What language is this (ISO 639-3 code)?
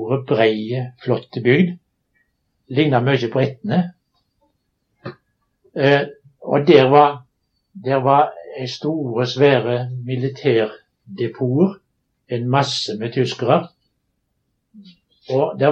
nor